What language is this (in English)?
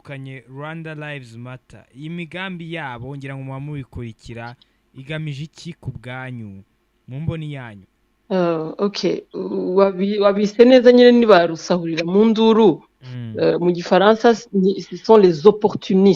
Kinyarwanda